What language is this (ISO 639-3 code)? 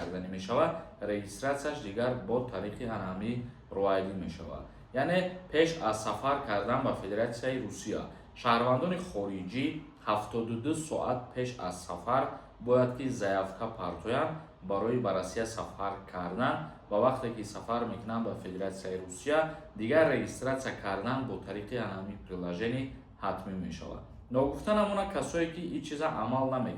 tgk